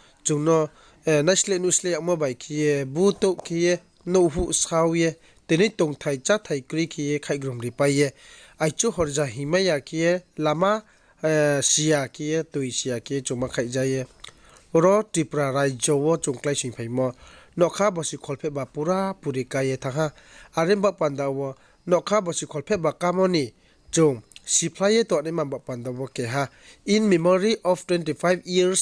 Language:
Riang (India)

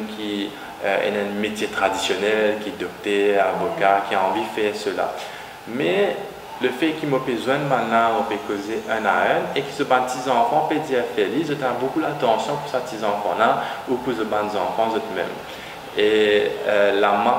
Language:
Morisyen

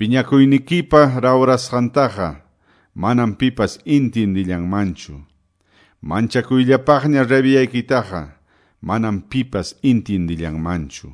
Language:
Quechua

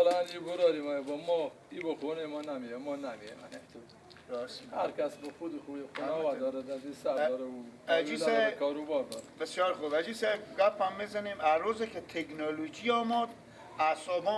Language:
Persian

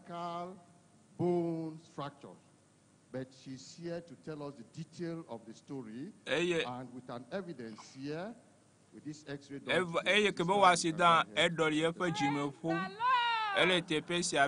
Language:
Ewe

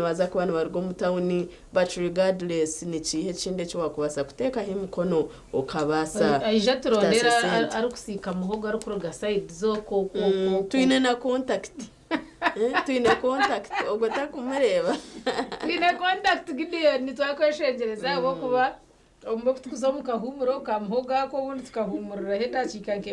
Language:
Nyankole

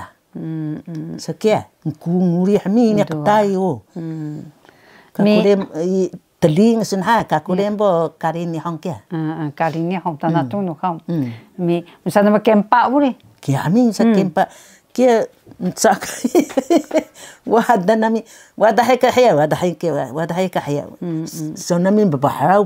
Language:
Taroko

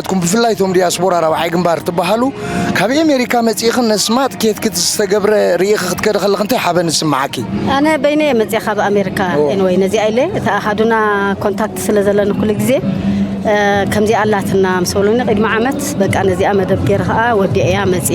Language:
Tigrinya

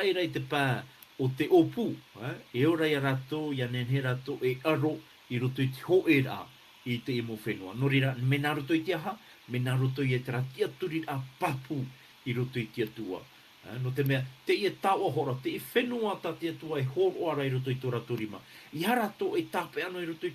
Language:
Tahitian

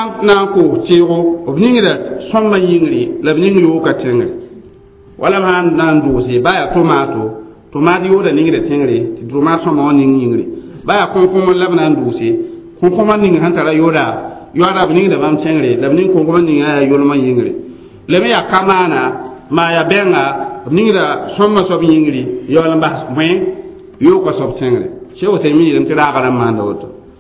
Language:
Mossi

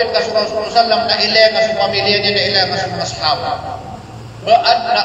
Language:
Maranao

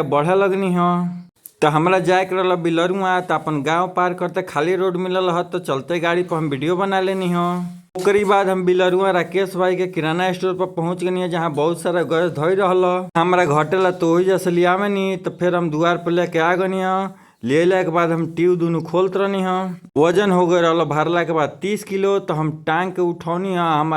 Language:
Bhojpuri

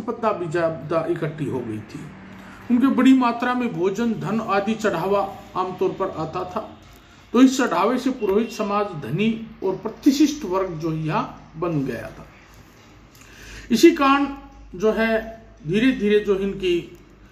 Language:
Hindi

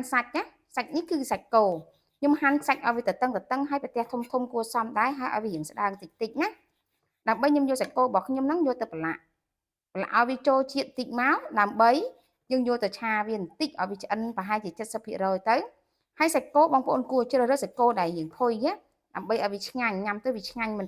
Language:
Khmer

